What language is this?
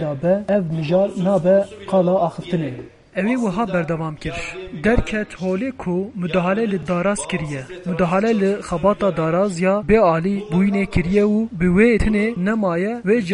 Kurdish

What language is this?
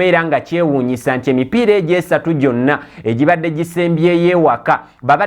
Ganda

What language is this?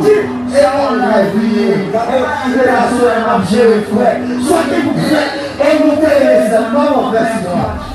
Haitian Creole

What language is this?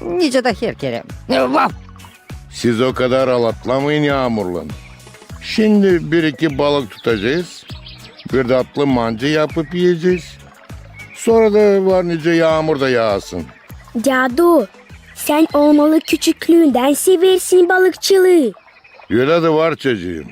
Gagauz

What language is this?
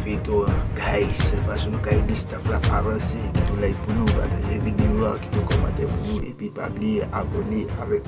Haitian Creole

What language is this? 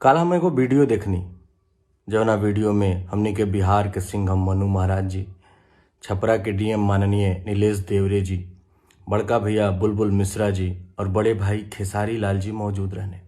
Bhojpuri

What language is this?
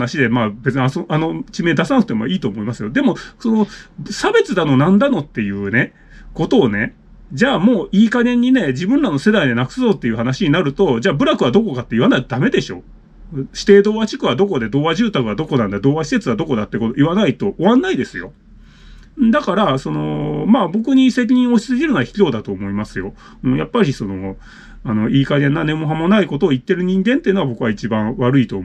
Japanese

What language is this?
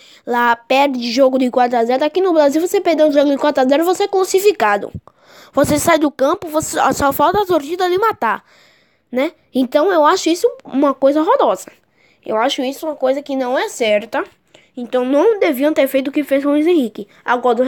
Portuguese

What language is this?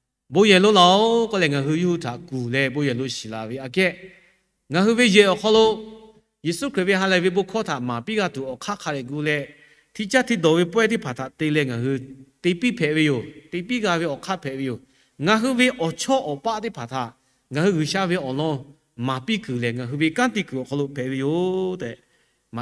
Lahu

